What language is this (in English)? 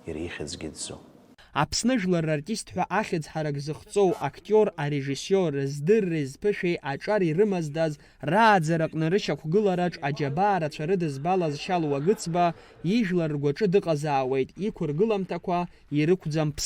Abkhazian